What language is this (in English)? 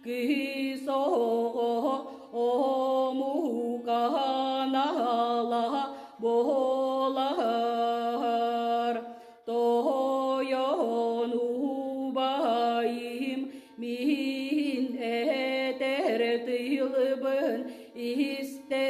Yakut